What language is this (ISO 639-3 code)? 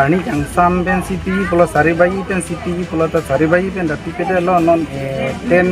mjw